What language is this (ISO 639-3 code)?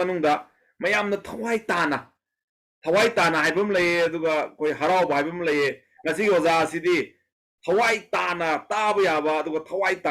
mni